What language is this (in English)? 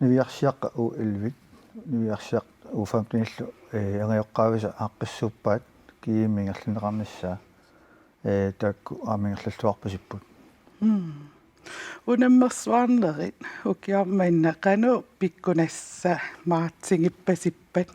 Kalaallisut